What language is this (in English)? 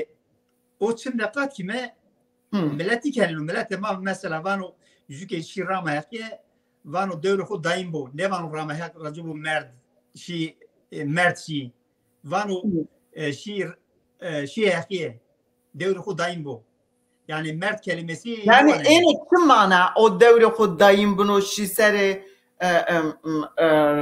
Zaza